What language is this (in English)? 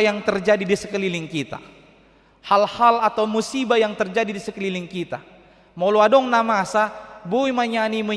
Batak Toba